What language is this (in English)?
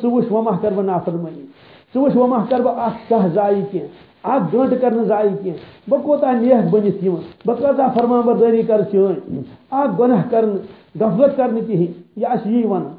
Kashmiri